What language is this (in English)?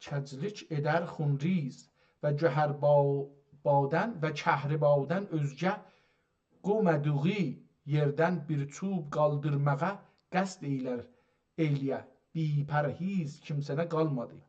South Azerbaijani